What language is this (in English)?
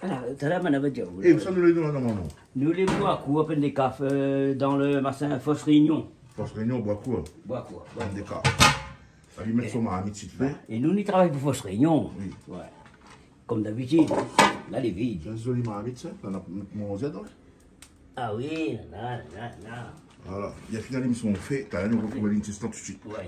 Réunion Creole French